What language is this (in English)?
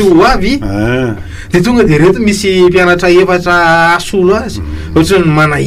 Malagasy